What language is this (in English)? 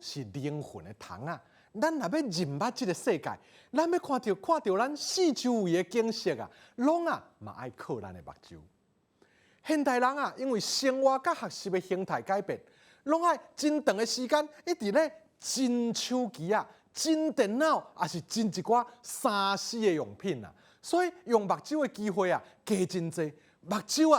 Min Nan Chinese